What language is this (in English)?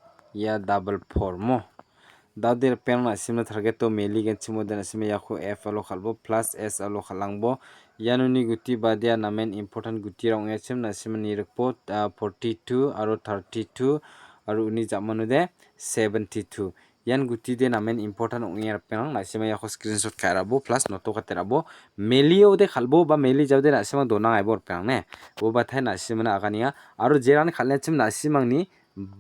Garo